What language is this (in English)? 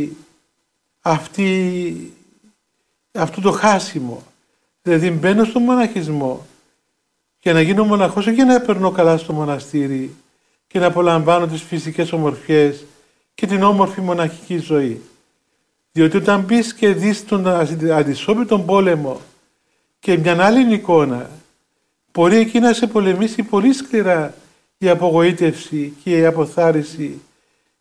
Greek